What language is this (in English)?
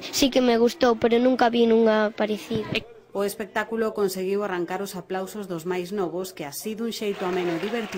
Galician